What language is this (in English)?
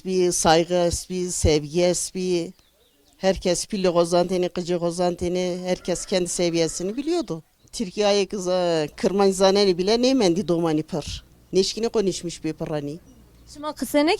Zaza